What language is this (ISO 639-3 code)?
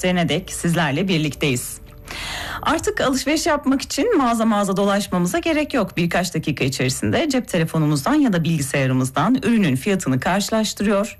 tur